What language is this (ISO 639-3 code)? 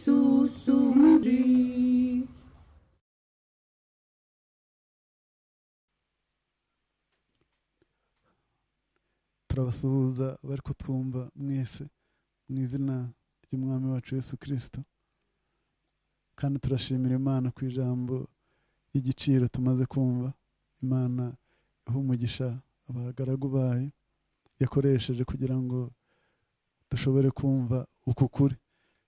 kin